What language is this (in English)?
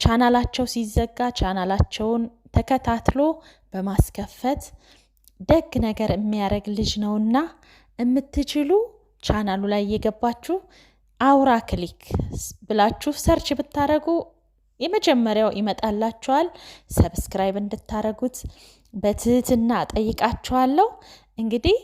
Amharic